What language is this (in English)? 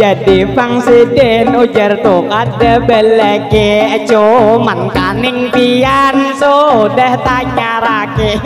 Banjar